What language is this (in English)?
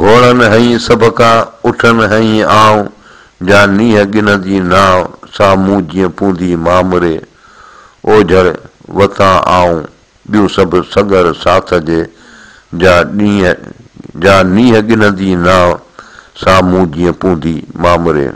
Sindhi